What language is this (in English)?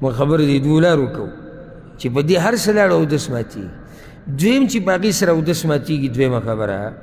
Pashto